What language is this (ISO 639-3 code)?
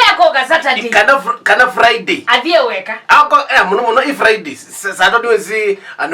kam